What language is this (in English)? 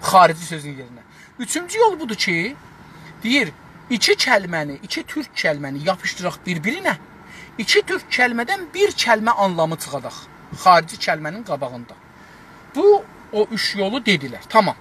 South Azerbaijani